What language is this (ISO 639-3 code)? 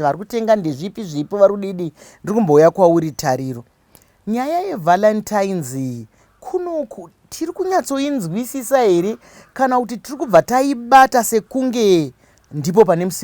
sna